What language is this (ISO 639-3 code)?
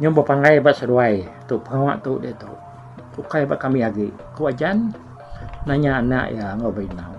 iba